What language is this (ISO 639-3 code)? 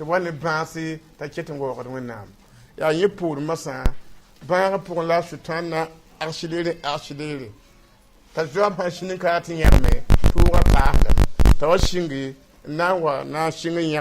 mos